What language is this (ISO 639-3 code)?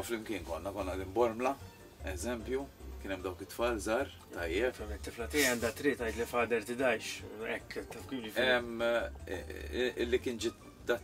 mlt